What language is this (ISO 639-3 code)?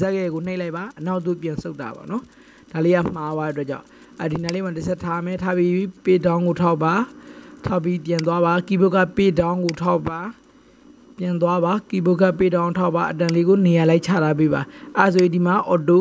mya